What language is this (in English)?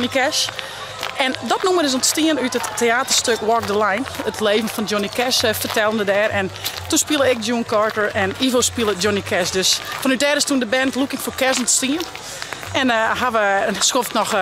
Western Frisian